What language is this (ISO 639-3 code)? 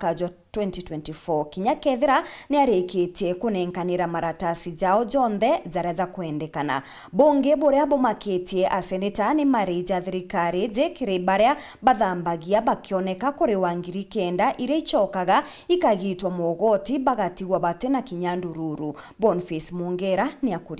mer